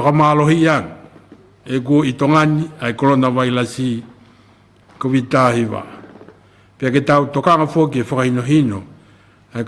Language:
Tongan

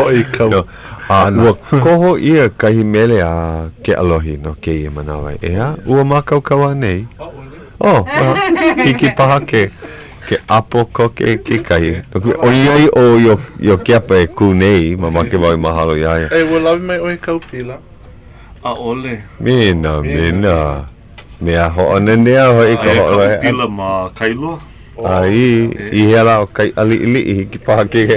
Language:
Hawaiian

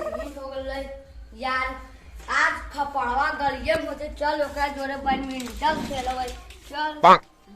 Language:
Magahi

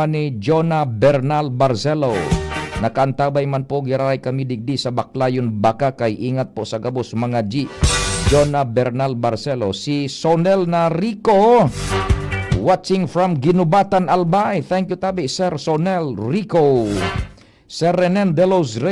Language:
Bikol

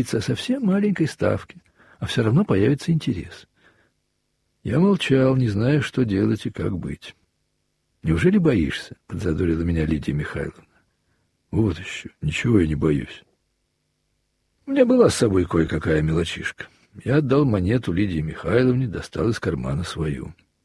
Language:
Russian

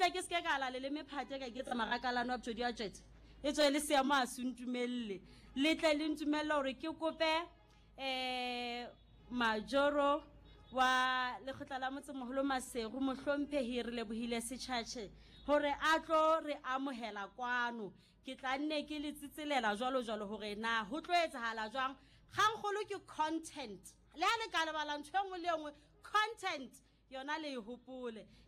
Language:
Southern Sotho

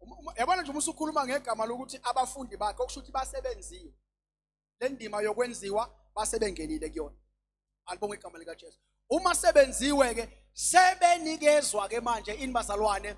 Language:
Zulu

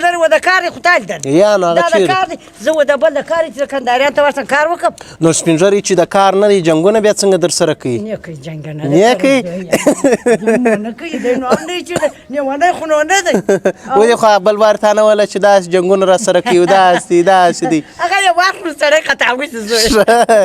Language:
Pashto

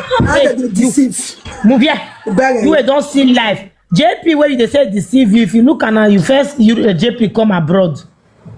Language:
Nigerian Pidgin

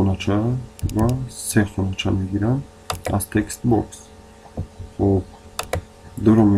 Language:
Tajik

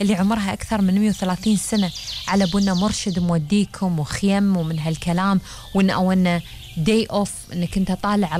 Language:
Gulf Arabic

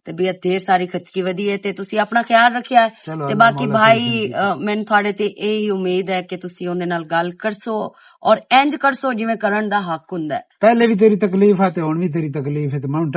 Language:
Western Panjabi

